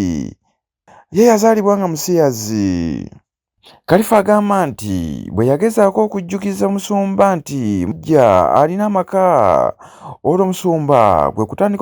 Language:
Ganda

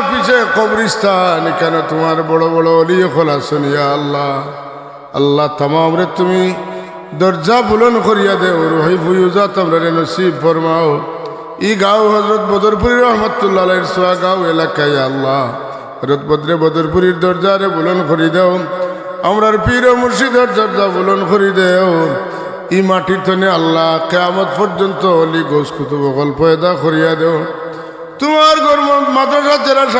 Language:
Sylheti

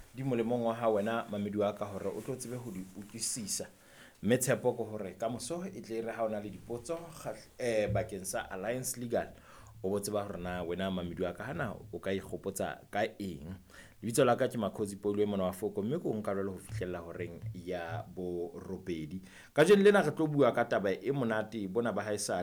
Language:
Southern Sotho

